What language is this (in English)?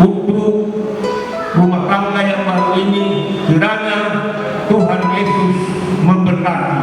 Nias